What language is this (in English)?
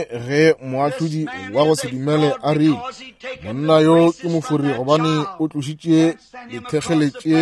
Northern Sotho